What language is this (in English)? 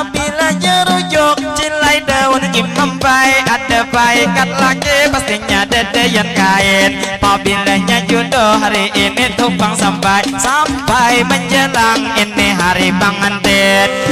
Banjar